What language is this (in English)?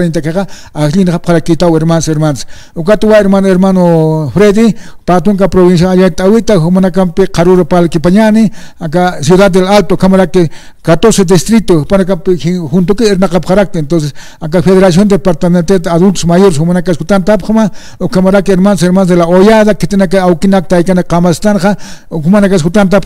Aymara